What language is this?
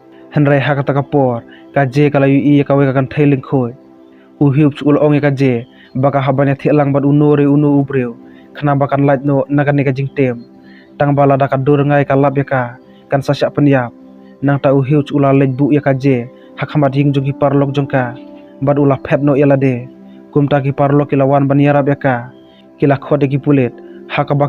Khasi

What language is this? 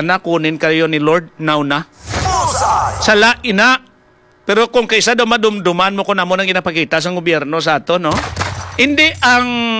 Hiligaynon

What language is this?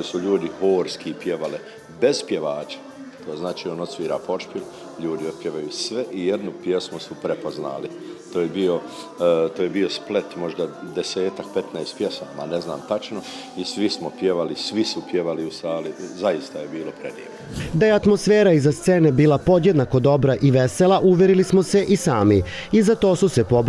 Serbian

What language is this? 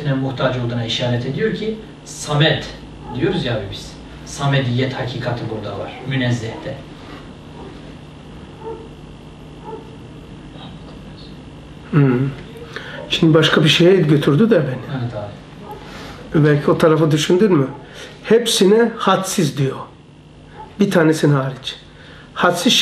Turkish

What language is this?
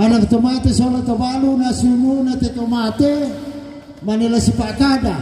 Toraja-Sa'dan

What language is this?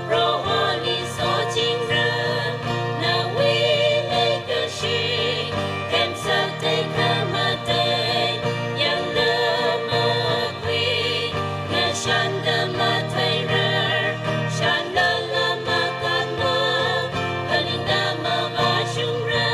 Tangkhul Naga (India)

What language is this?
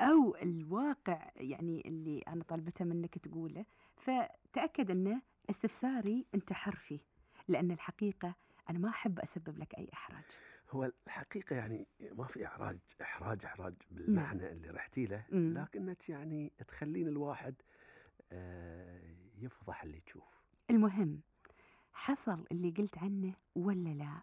Gulf Arabic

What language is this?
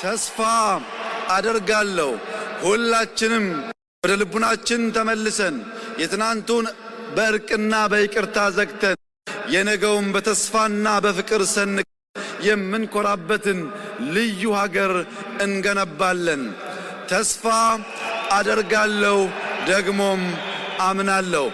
Amharic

